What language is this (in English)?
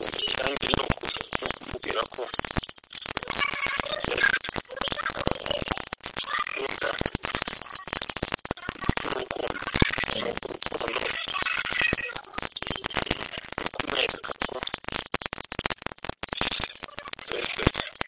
Kinyarwanda